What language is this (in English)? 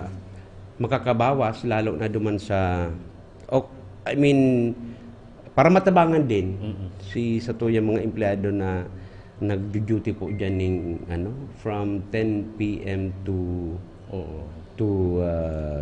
Bikol